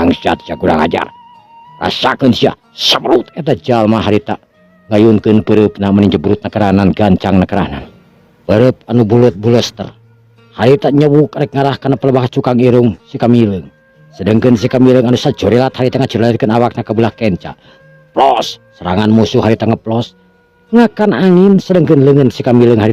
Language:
Sundanese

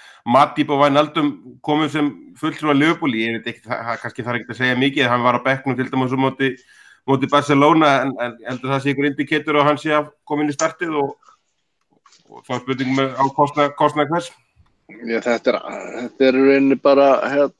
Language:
Icelandic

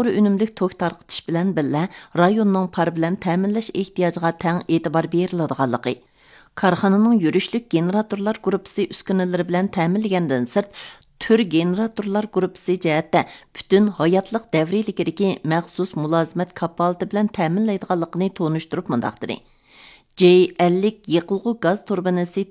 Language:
Uyghur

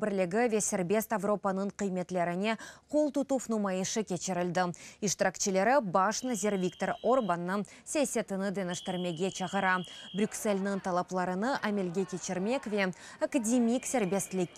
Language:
Crimean Tatar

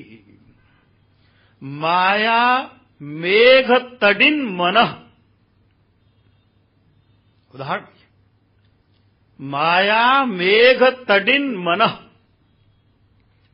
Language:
Hindi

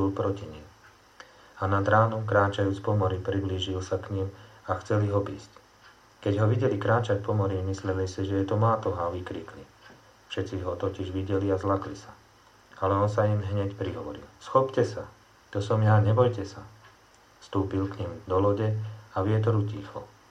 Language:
Slovak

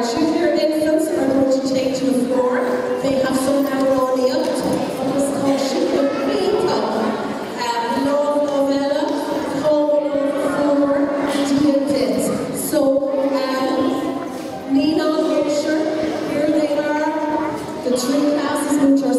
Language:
Irish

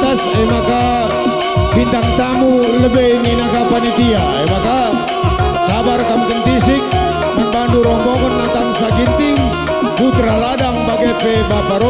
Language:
Batak Karo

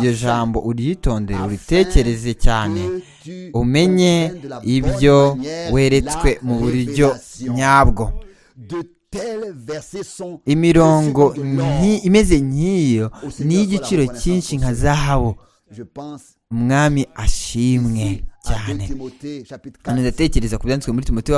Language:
Kinyarwanda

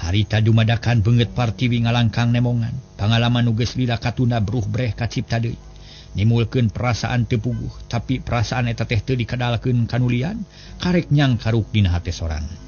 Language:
Sundanese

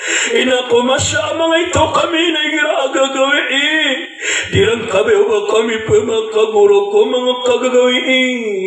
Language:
Maranao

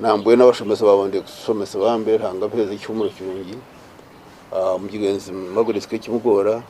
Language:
Nyankole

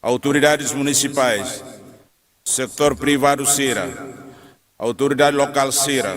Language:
Tetum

